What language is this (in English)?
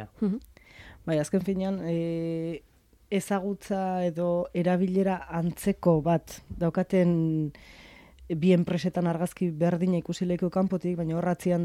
Basque